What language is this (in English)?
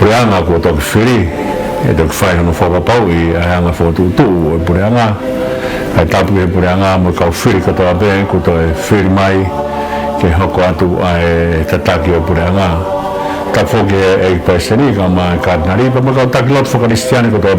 Tongan